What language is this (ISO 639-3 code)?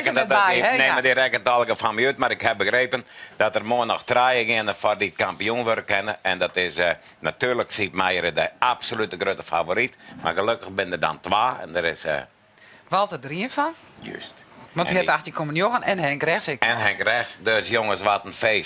fry